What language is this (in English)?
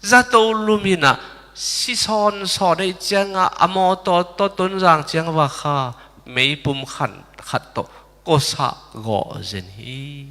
Tedim Chin